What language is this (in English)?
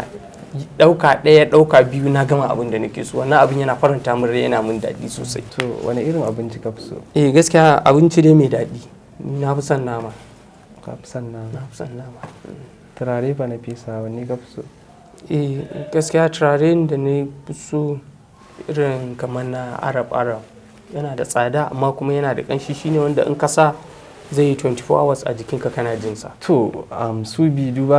Hausa